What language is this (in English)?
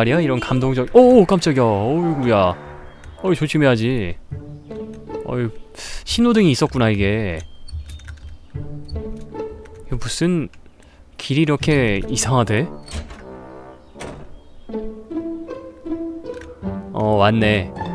Korean